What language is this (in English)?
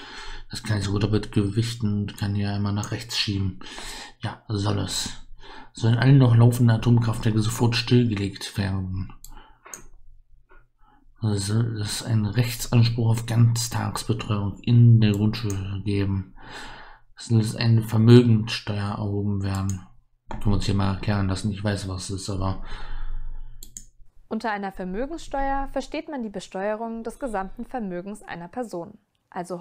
German